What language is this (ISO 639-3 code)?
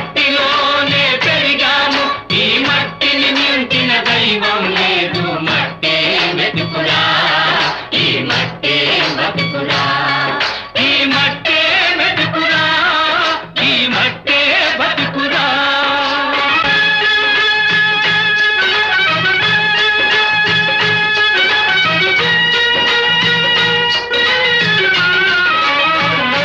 tel